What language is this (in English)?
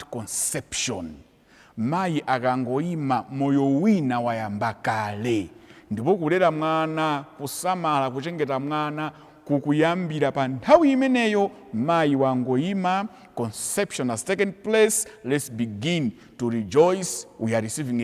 Nyanja